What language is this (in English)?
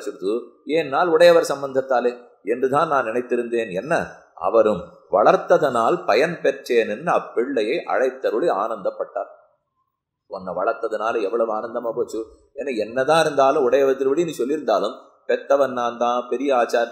Tamil